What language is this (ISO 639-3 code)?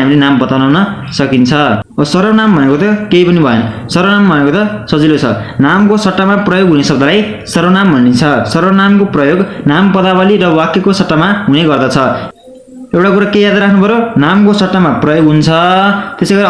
nep